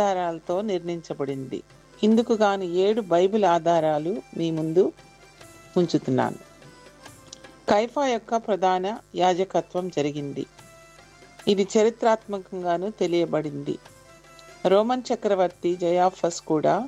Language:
Telugu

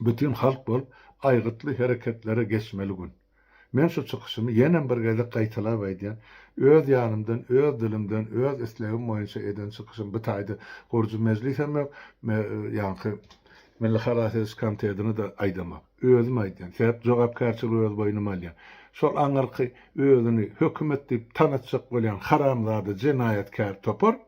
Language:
Turkmen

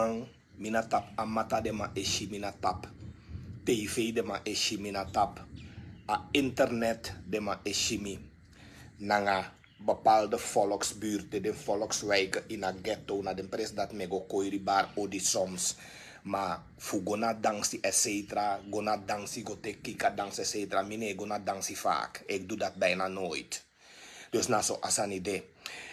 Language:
Sranan Tongo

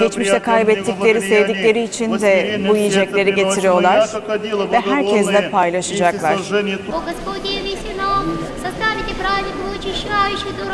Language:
Gagauz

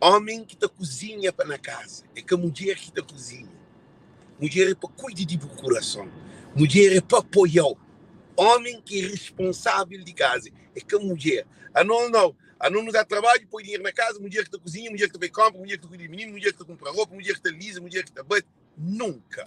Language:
Kabuverdianu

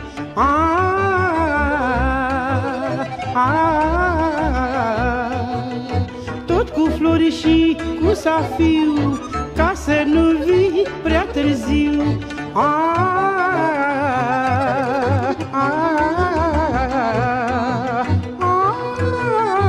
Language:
Romanian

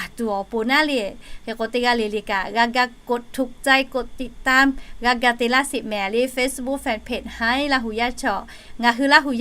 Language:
Lahu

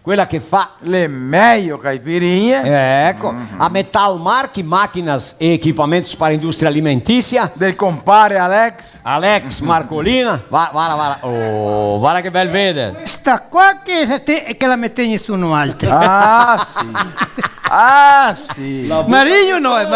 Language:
Venetian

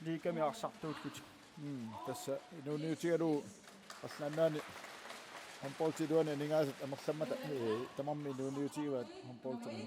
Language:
Kalaallisut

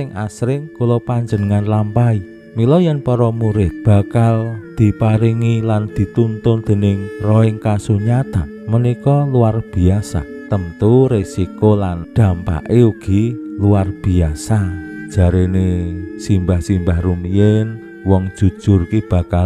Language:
Javanese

